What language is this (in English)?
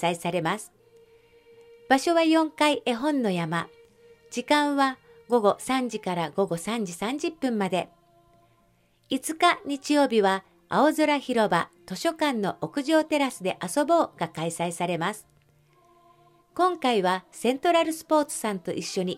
Japanese